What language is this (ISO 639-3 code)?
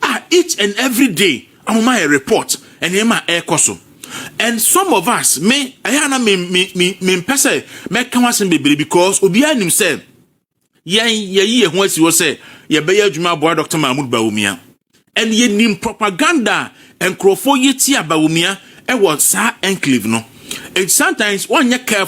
aka